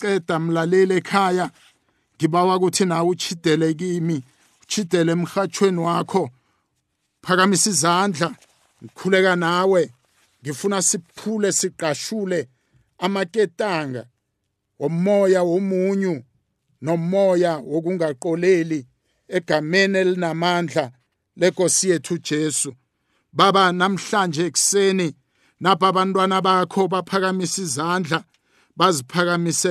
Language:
South Ndebele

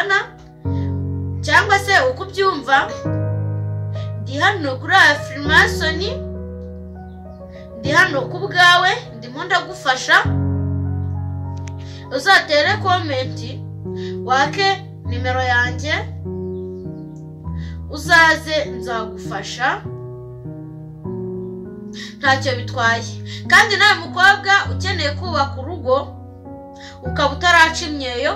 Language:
Kinyarwanda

